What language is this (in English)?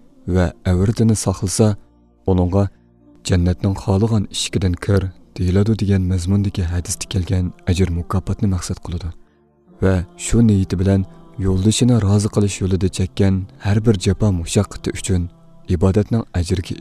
Uyghur